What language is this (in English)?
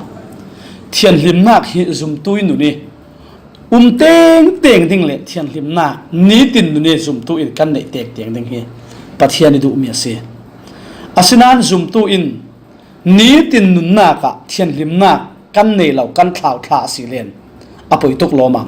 Falam Chin